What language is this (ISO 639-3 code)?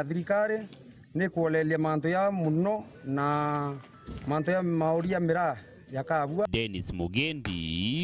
mer